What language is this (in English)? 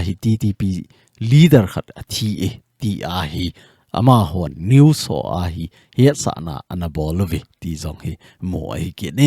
Thado Chin